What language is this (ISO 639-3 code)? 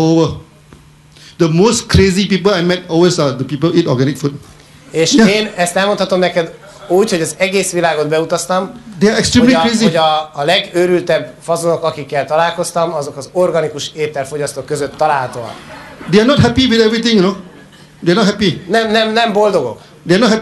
hun